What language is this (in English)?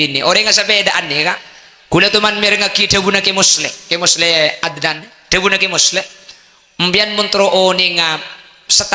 Madurese